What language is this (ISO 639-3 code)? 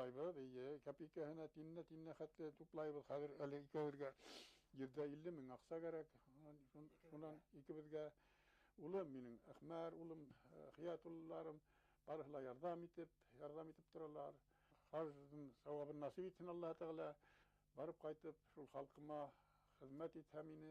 bak